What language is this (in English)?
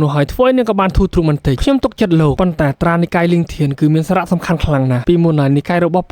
Khmer